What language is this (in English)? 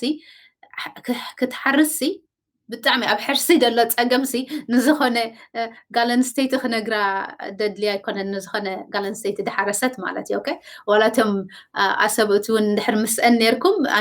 Tigrinya